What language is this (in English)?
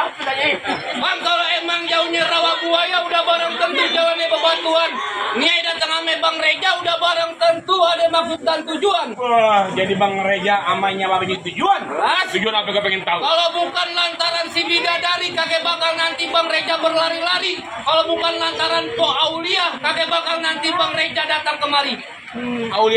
Betawi